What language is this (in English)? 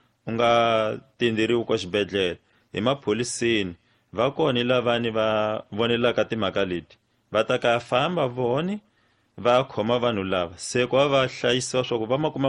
Tsonga